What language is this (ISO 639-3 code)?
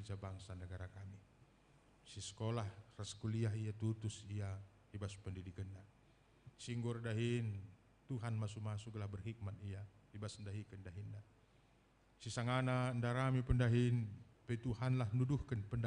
btx